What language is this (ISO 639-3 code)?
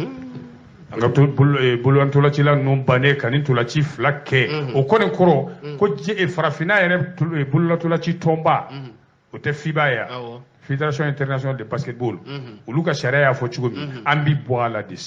bam